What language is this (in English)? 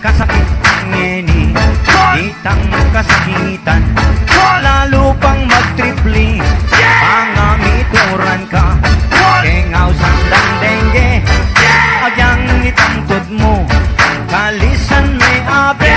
Pampanga